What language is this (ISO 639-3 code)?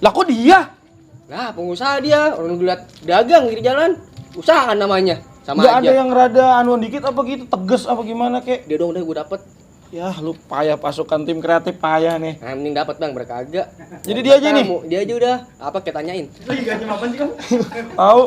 bew